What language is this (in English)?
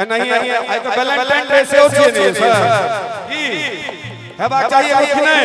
Maithili